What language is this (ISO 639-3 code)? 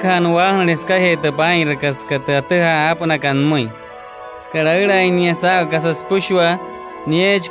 guc